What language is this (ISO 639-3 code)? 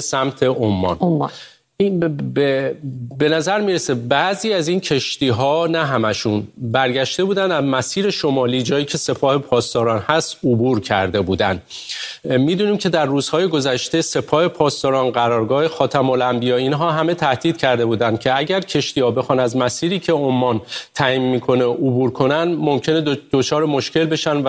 fas